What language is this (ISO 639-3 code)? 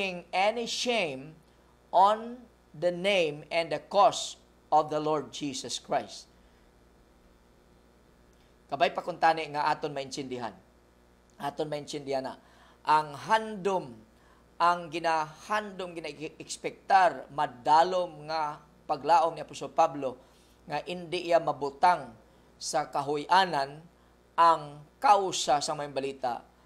hil